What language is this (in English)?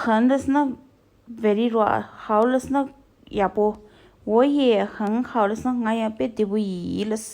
Tibetan